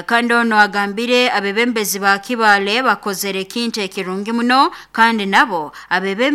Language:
Nyoro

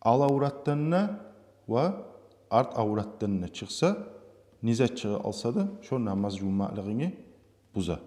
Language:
Kumyk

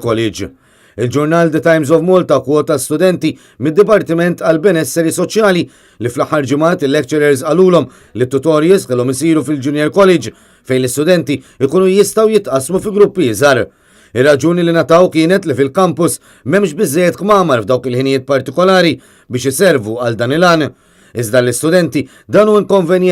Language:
Maltese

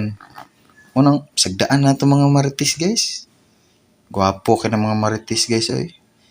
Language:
Cebuano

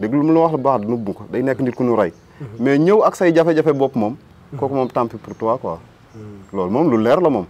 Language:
Wolof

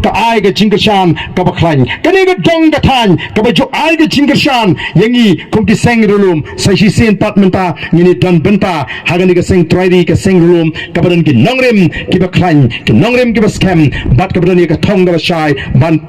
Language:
Khasi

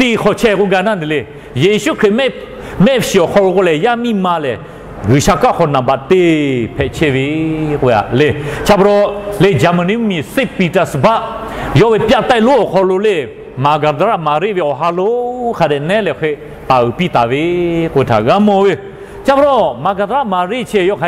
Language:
Lahu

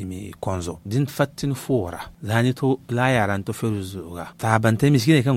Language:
Zarma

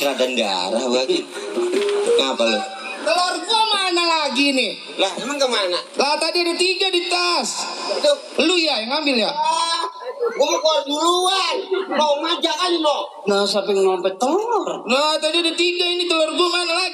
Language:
Betawi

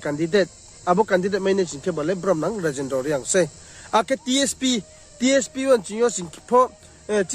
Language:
Riang (India)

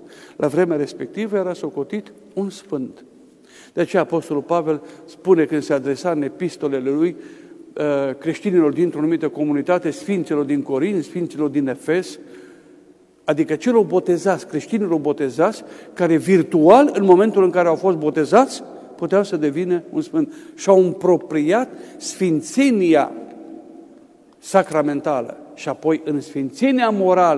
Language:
Romanian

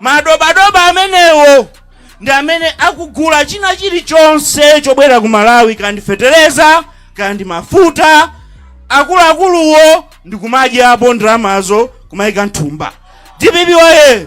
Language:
Nyanja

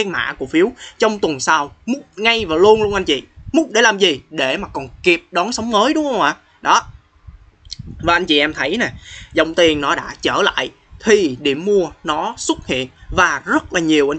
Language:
Vietnamese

